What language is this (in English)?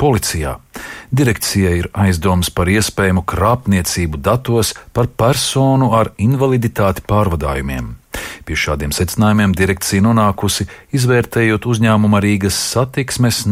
Latvian